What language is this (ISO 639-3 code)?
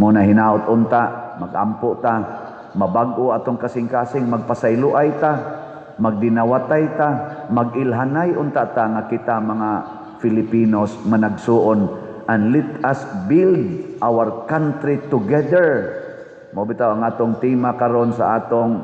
ceb